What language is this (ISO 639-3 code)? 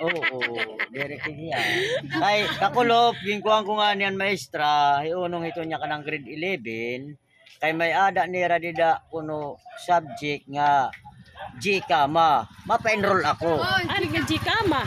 war